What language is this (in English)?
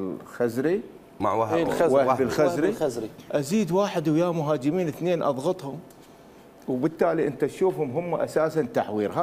Mesopotamian Arabic